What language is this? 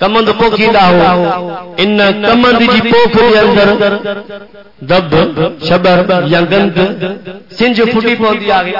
Saraiki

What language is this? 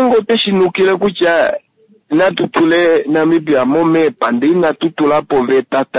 Kuanyama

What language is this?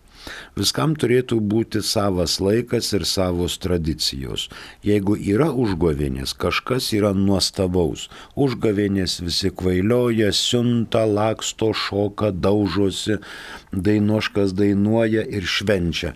Lithuanian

